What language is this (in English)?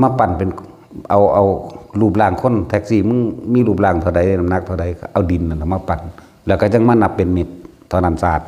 Northeastern Thai